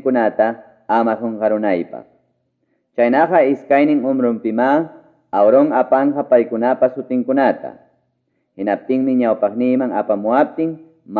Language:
Ayacucho Quechua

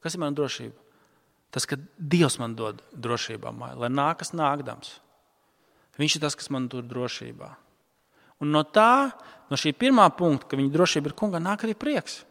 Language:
Latvian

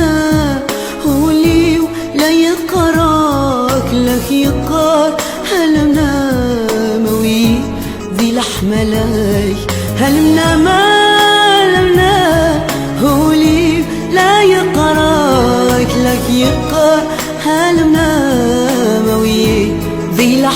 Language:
Kabyle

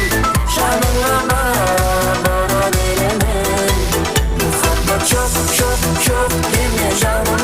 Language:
Kara-Kalpak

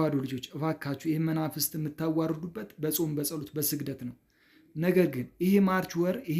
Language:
Amharic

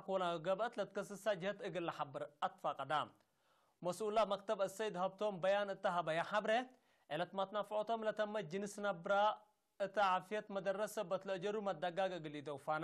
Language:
Tigre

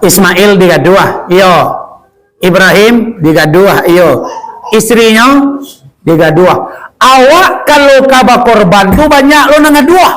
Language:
Minangkabau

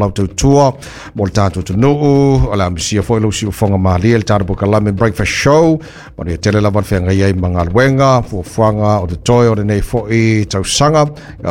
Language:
Samoan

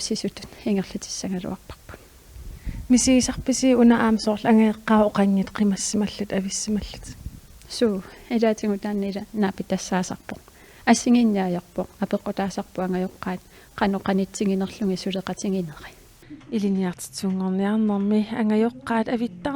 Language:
Kalaallisut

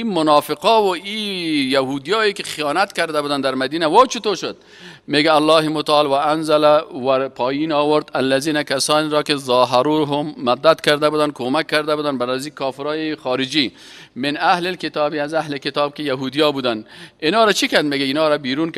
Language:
Persian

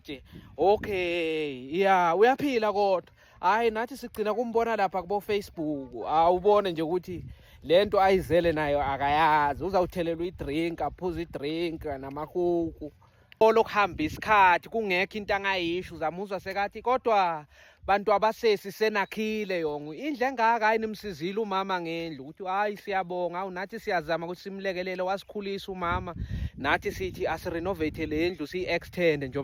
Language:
Zulu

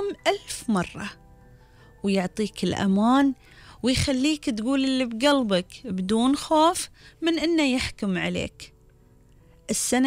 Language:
Gulf Arabic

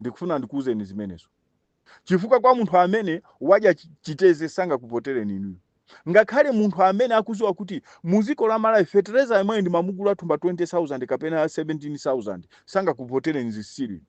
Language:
Nyanja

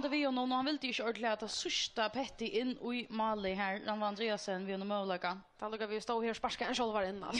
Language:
Faroese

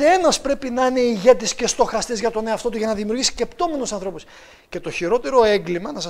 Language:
Greek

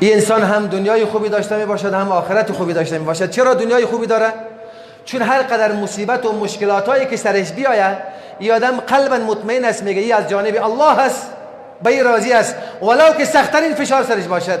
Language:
Persian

